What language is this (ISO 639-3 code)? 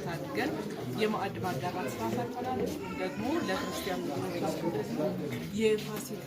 amh